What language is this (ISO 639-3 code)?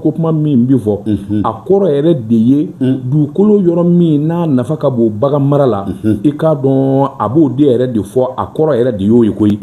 bam